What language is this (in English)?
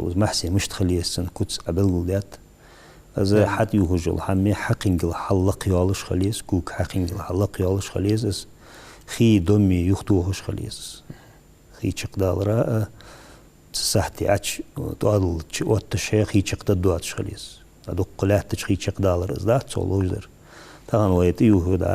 Ingush